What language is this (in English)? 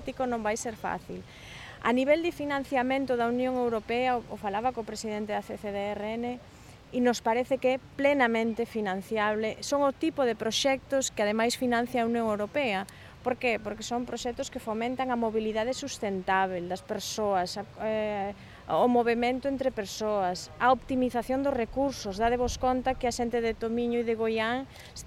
Galician